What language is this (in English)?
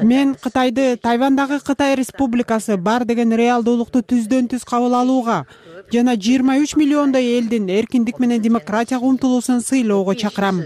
Kyrgyz